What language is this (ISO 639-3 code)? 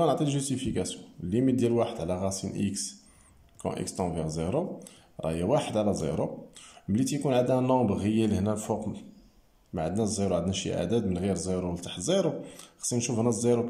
ary